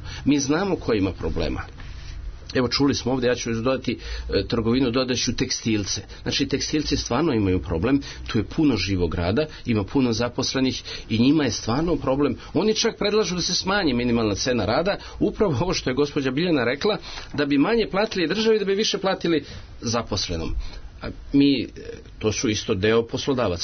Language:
Serbian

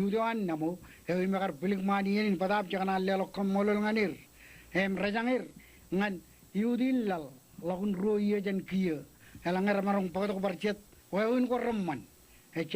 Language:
Marshallese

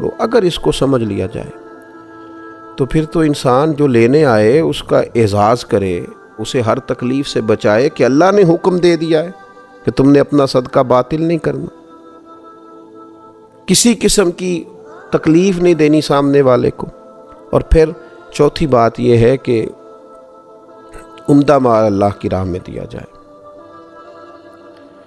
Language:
Urdu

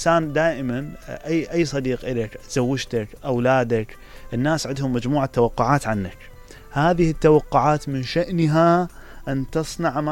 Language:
Mesopotamian Arabic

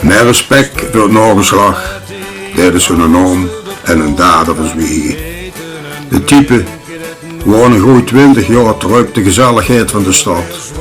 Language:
Limburgish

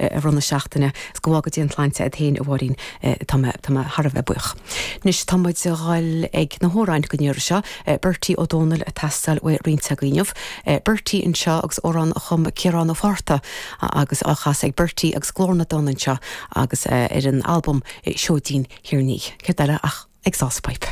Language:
Irish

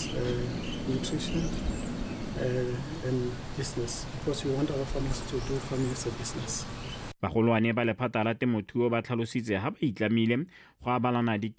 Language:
Tswana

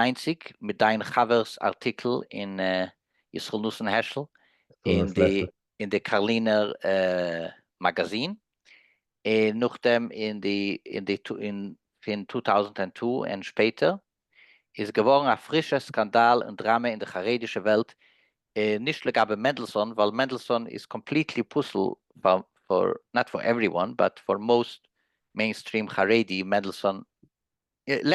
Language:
Yiddish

